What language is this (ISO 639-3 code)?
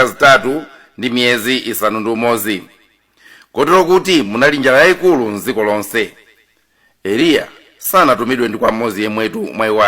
nya